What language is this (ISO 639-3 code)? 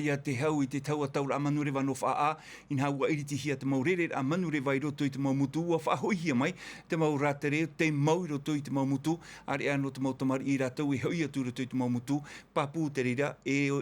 tah